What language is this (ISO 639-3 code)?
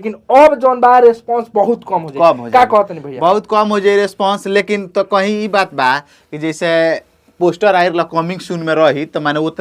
bho